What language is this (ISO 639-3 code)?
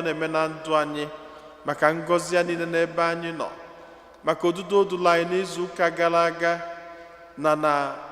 ibo